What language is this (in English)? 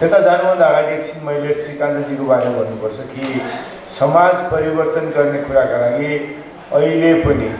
Nepali